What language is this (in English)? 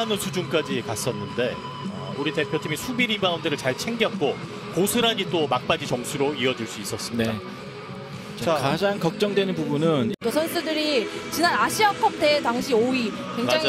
Korean